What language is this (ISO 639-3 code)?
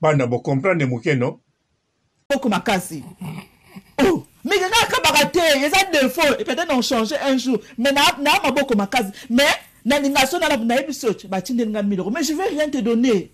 lin